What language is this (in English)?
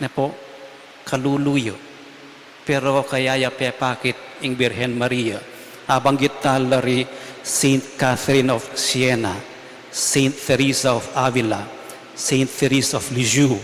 Pampanga